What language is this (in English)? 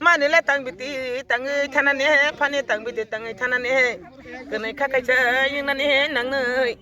Kok Borok